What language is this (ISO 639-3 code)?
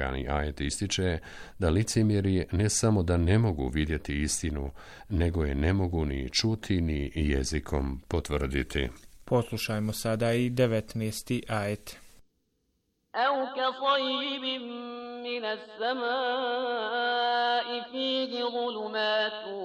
bos